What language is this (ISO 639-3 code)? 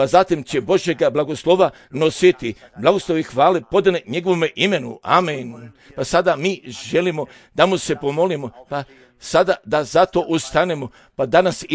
srp